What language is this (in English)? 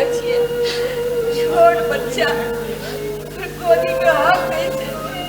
Maithili